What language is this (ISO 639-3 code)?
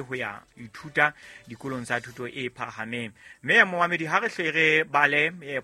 sot